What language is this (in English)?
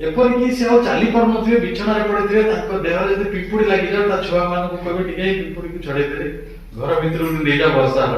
Odia